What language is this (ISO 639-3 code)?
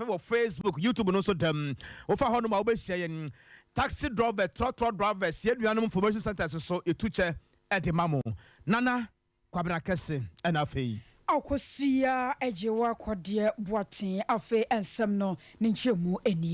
aka